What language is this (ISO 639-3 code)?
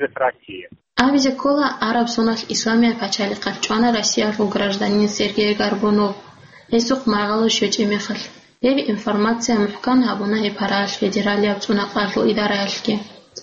ava